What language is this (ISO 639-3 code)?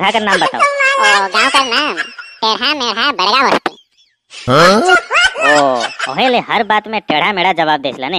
sck